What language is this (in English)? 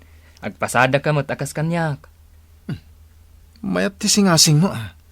Iloko